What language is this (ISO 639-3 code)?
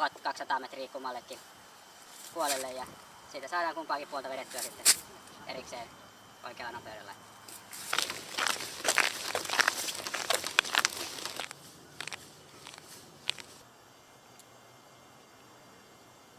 fin